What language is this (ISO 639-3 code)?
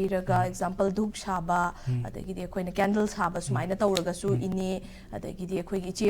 mni